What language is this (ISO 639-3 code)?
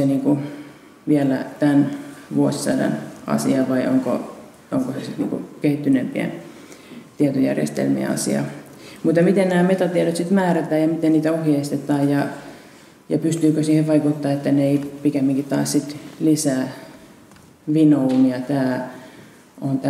fin